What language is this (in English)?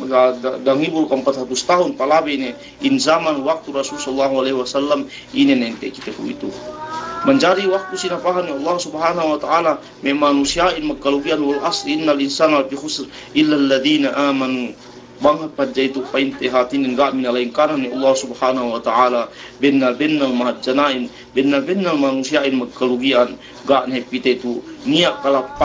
Yakan